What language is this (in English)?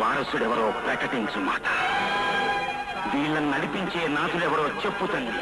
Telugu